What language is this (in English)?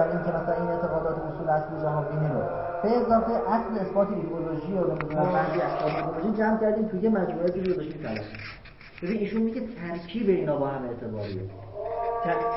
Persian